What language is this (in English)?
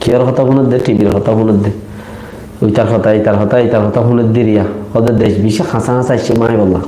Rohingya